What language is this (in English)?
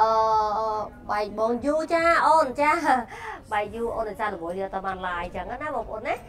Khmer